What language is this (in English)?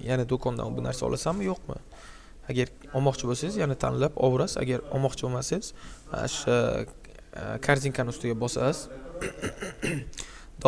Uzbek